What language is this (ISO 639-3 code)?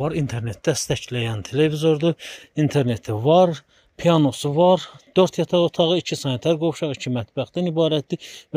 aze